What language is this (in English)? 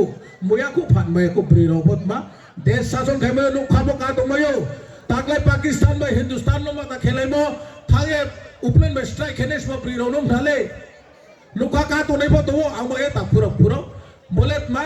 Riang (India)